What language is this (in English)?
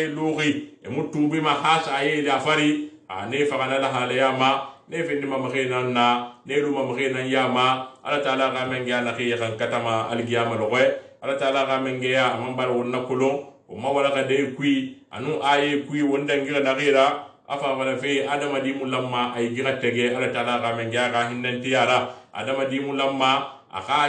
Susu